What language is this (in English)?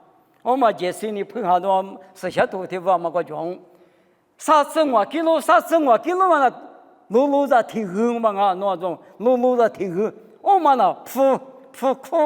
Lisu